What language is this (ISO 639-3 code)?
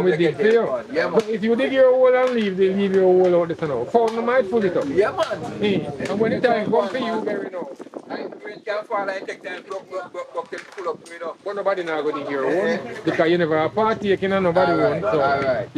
jam